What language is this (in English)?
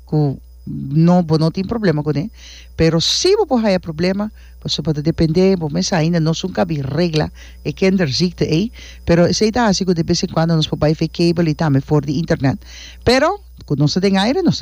Papiamento